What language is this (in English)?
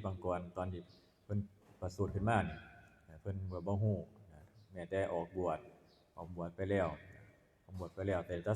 Northeastern Thai